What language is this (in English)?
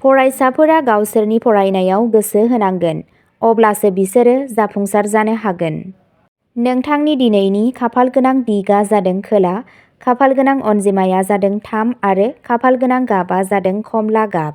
Bodo